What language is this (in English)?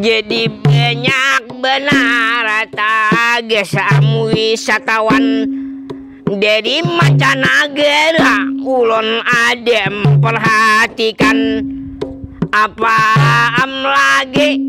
Banjar